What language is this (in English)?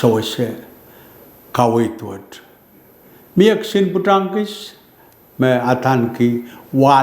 Pohnpeian